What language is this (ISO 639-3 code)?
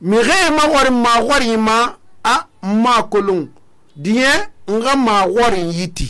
sus